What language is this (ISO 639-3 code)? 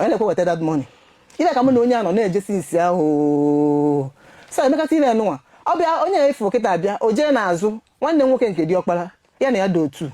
ibo